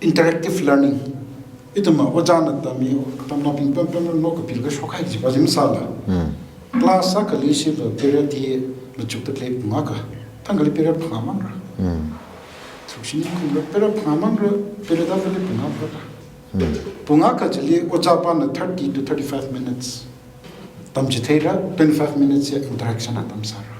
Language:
Tangkhul Naga (India)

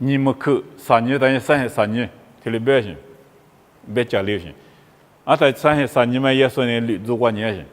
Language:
Lisu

